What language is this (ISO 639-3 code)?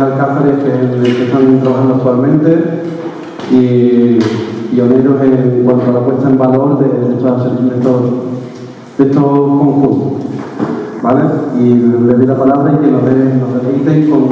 spa